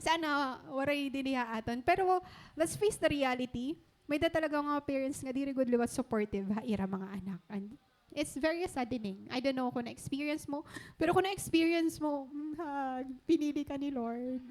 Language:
Waray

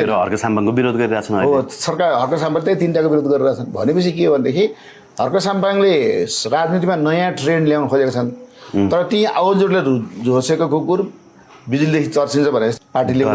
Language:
Nepali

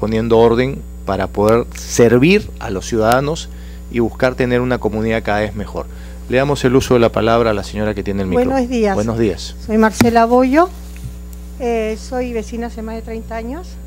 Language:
Spanish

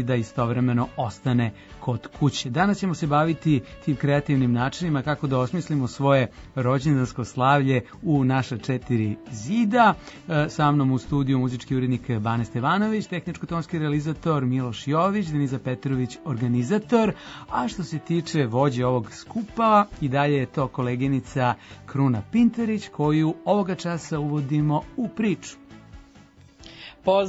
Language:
Serbian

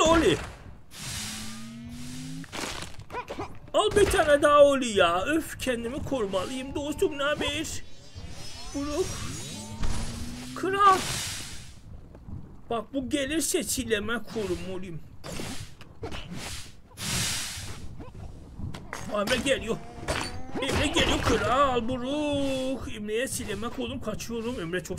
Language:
Turkish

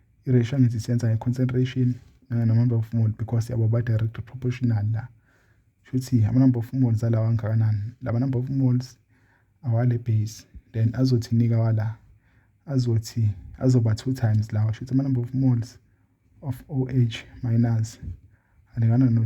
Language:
Zulu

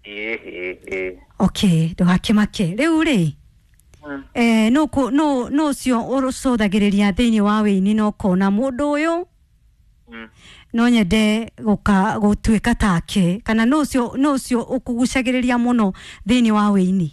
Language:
Kikuyu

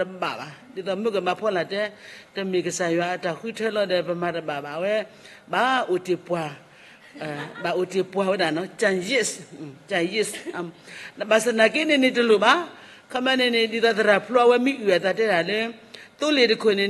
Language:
S'gaw Karen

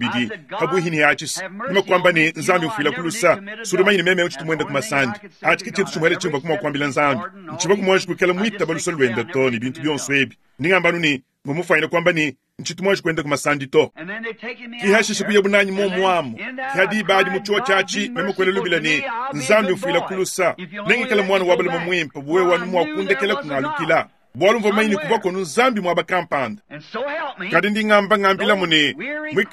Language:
Luba-Lulua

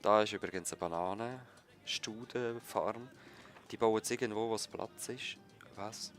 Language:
Swiss German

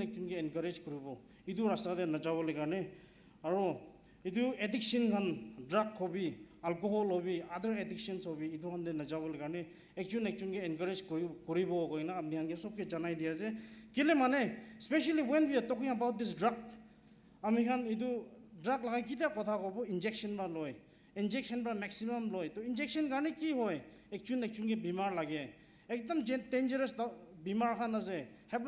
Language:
Naga Pidgin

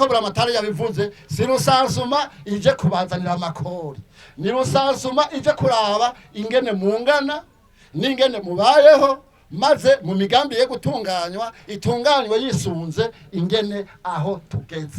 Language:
Rundi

